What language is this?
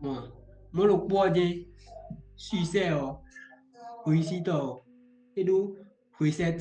Fon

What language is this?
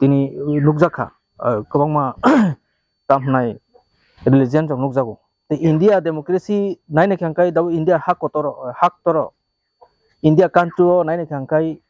Kok Borok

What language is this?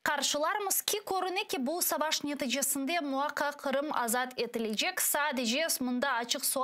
Crimean Tatar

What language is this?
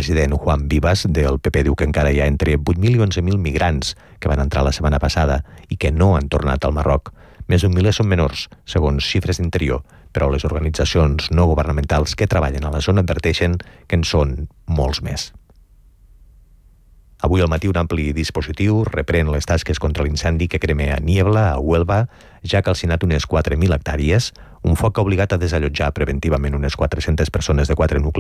Catalan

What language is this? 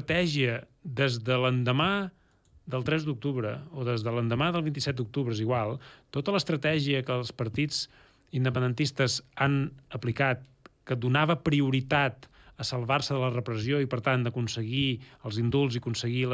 Catalan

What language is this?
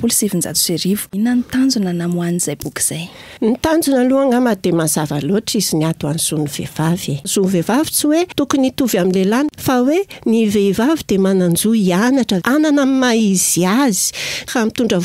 Malagasy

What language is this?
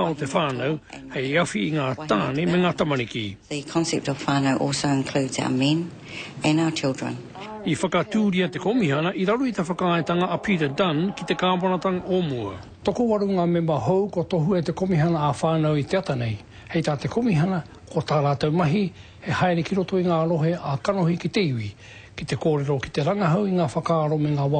Māori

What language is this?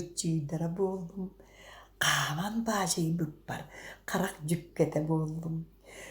Yakut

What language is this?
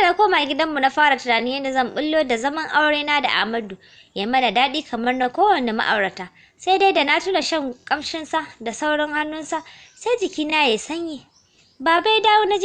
Hausa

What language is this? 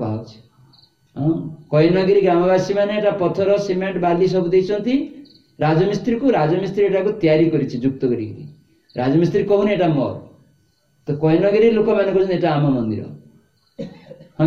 Odia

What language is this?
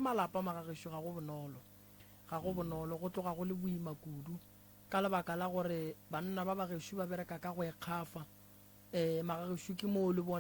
Northern Sotho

